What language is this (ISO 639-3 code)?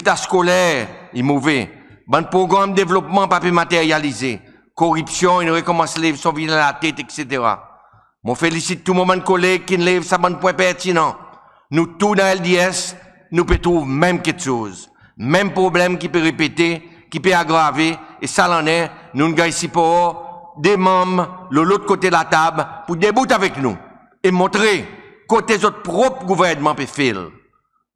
crs